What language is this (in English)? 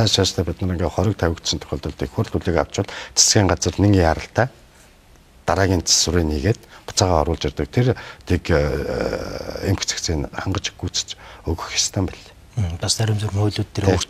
Mongolian